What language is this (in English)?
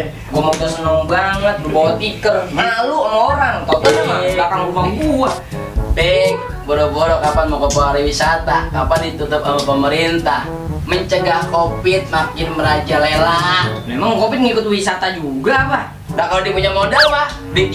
Betawi